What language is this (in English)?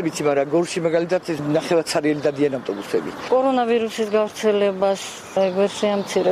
Georgian